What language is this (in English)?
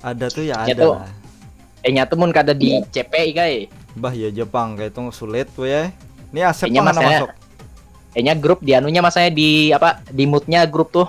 Banjar